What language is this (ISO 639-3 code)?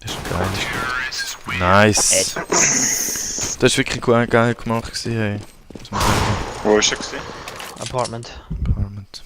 gsw